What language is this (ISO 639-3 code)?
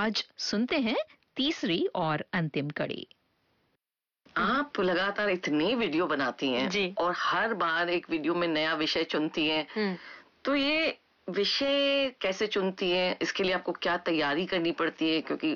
hin